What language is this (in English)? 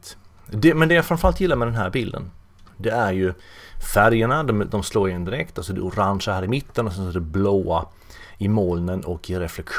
Swedish